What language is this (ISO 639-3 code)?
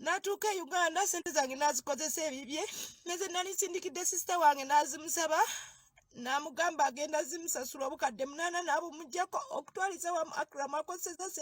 lug